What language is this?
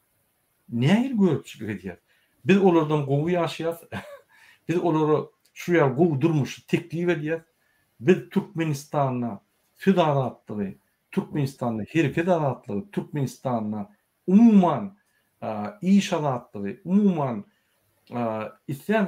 Turkmen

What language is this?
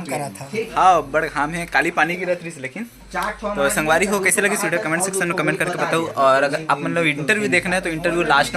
Chhattisgarhi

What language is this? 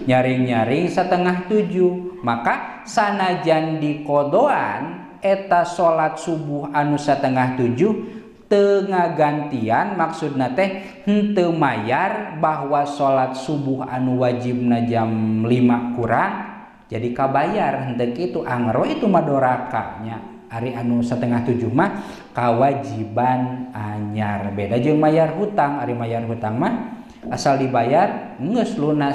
Sundanese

